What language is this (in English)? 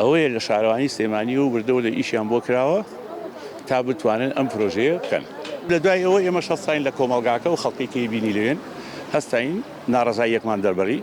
Central Kurdish